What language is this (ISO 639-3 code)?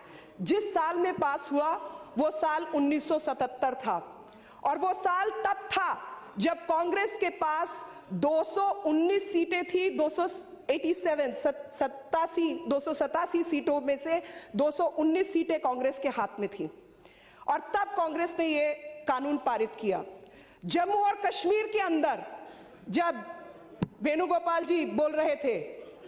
hin